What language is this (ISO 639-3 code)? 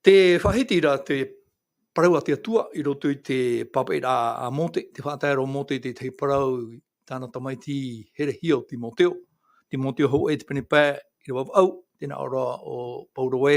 tah